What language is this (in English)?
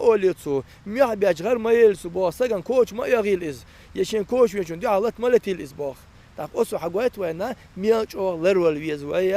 Chechen